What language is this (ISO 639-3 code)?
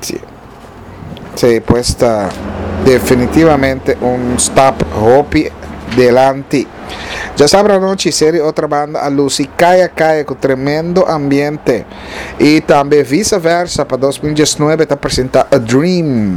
pap